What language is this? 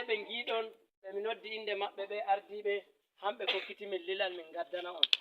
Fula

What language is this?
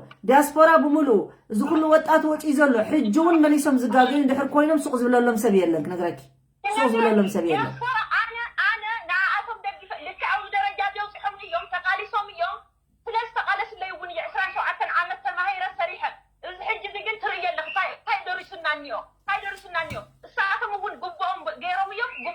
Tigrinya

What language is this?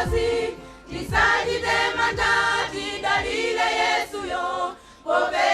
Nyanja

